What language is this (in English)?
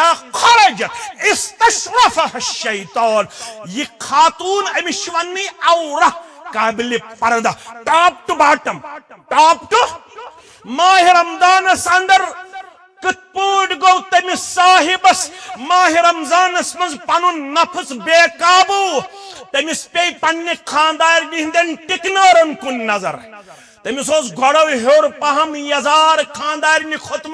Kashmiri